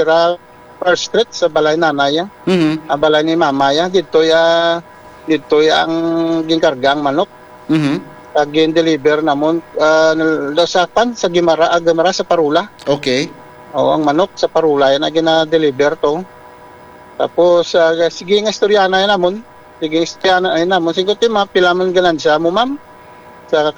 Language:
Hiligaynon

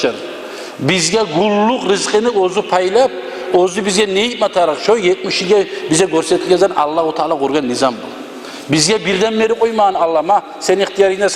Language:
Kumyk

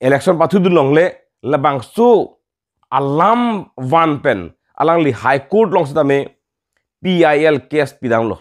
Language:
Karbi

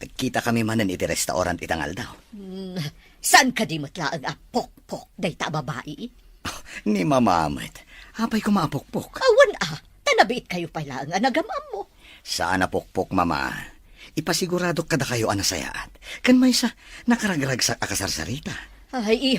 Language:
Iloko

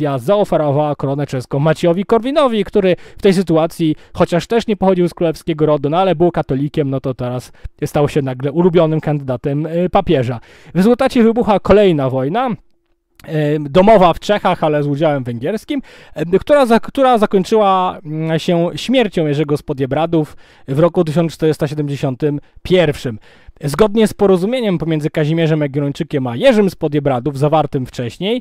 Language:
Polish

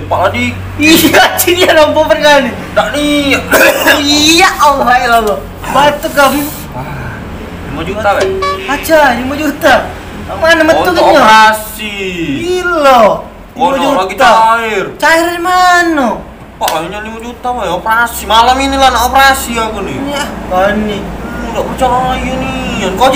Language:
Musi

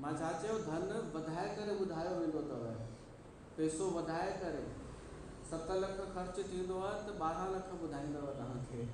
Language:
Sindhi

